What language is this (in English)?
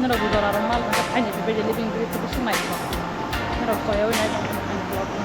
Kok Borok